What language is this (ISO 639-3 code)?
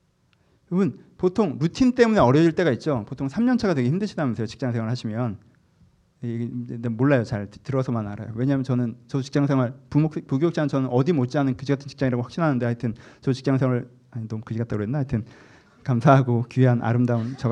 kor